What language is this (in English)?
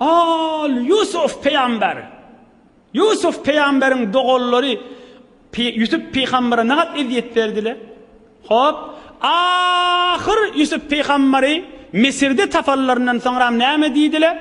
Turkmen